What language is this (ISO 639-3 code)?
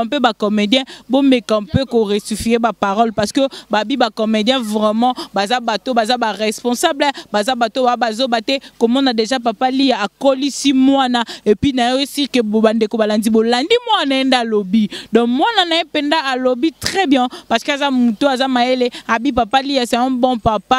lin